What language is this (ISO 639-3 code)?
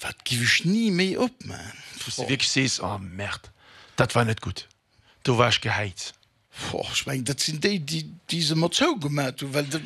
ltz